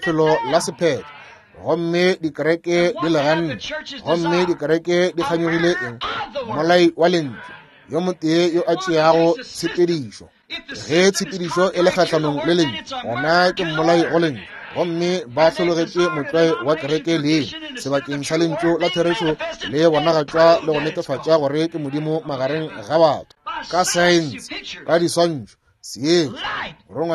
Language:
Northern Sotho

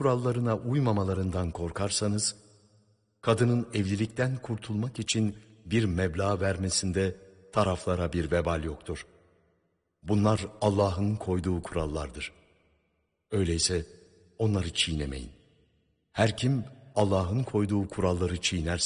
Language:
Turkish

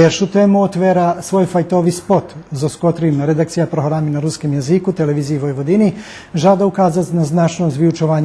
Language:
Rusyn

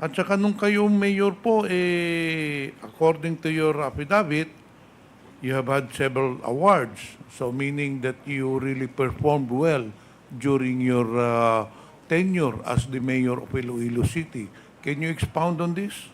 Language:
Hiligaynon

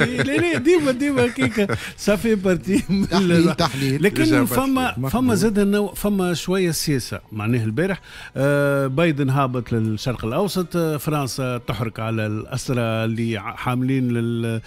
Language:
Tunisian Arabic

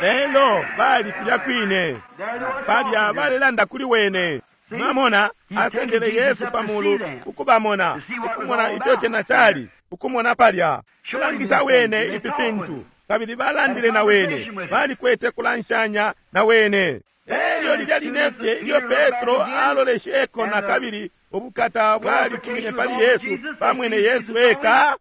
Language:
Bemba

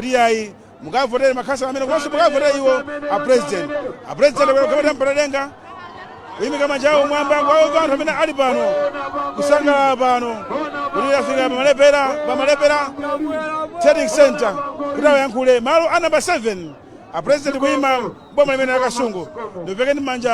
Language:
Nyanja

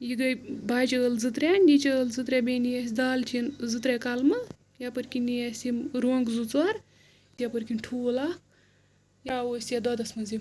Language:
Kashmiri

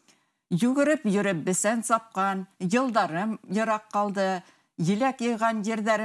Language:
Bashkir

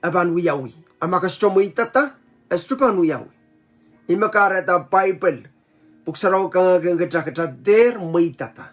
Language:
Pohnpeian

